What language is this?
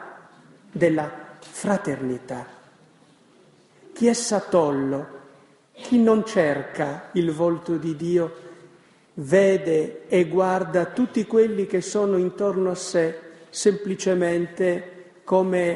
Italian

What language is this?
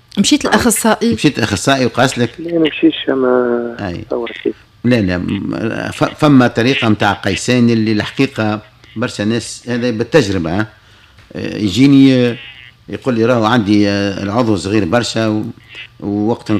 Tunisian Arabic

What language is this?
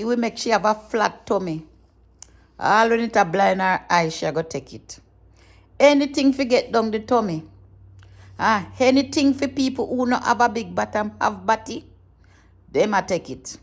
Jamaican Creole English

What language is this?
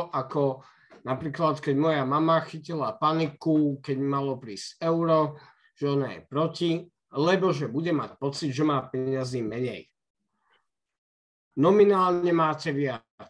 Slovak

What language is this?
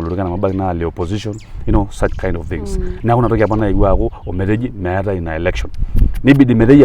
Masai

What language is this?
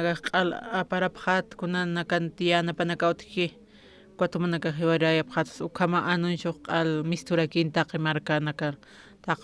Aymara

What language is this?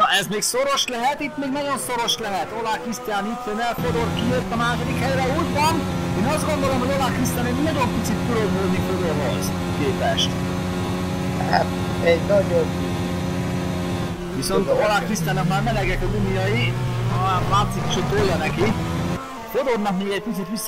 Hungarian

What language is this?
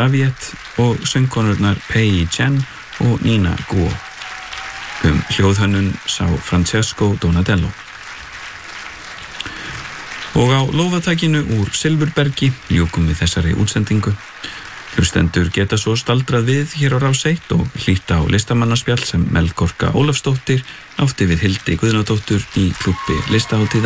Icelandic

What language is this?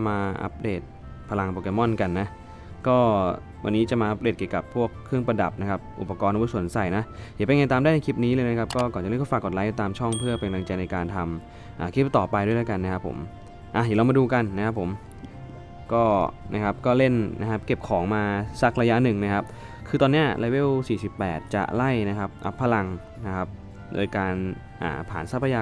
Thai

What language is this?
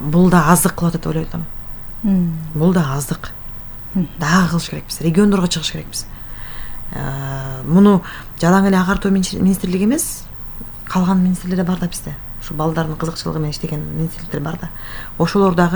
Kyrgyz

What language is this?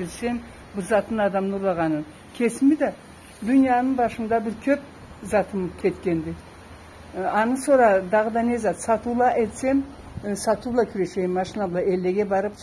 Karachay-Balkar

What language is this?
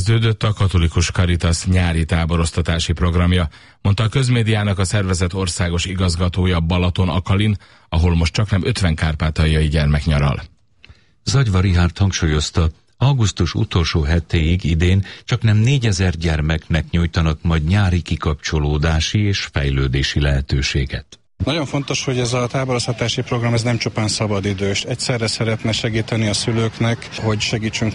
Hungarian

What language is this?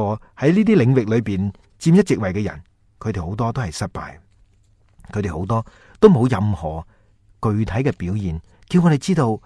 Cantonese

